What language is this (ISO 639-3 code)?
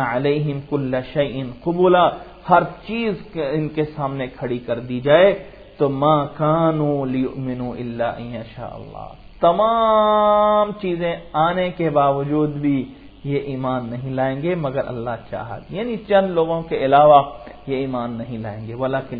urd